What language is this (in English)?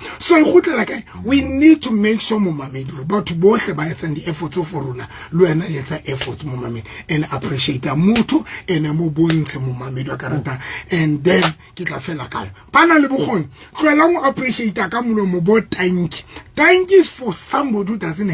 Southern Sotho